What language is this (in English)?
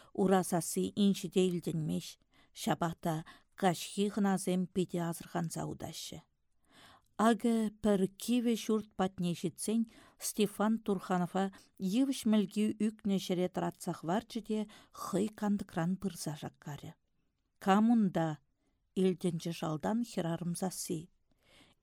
Chuvash